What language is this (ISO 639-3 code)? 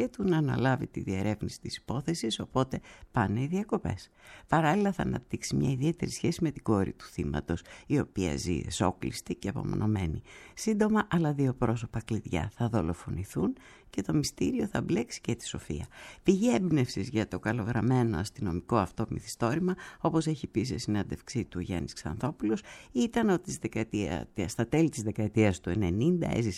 ell